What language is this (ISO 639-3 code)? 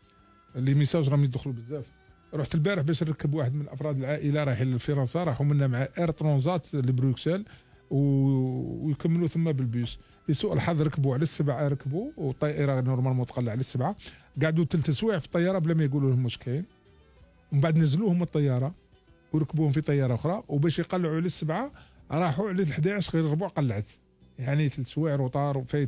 arq